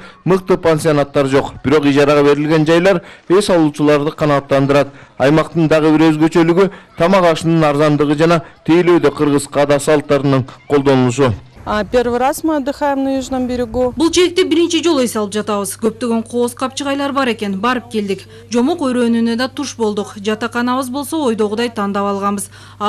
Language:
Kyrgyz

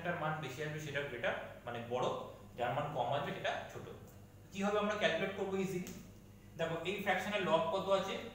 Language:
Bangla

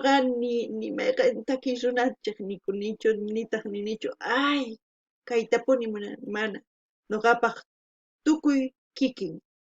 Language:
South Bolivian Quechua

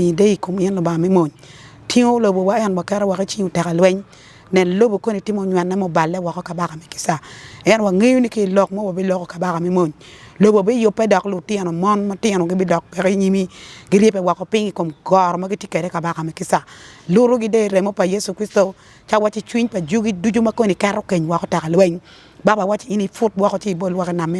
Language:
Acoli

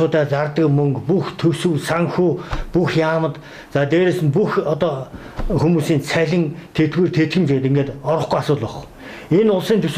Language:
Mongolian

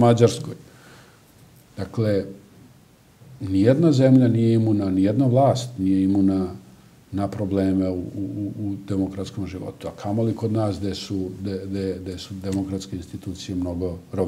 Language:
Serbian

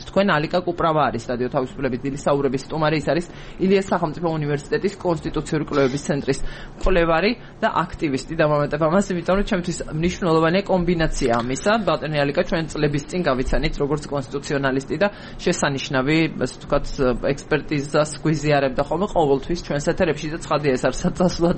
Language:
Georgian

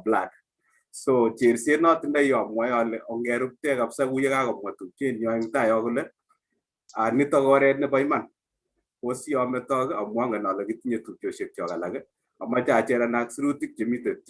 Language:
Kalenjin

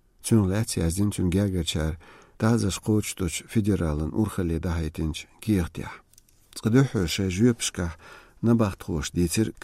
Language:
Chechen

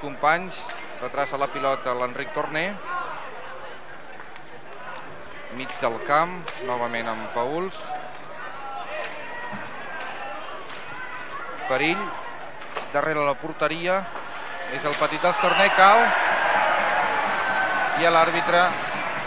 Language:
Catalan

